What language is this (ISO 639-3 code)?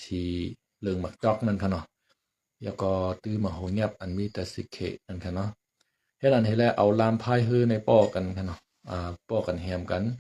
shn